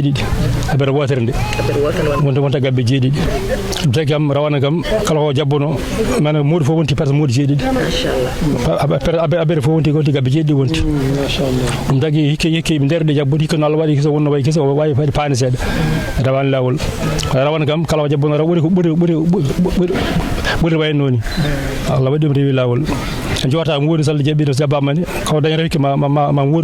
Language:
Fula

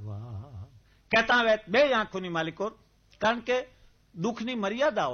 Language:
Gujarati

